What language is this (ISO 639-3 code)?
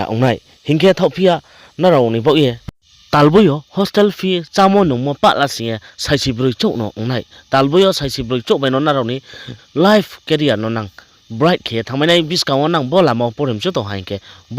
ria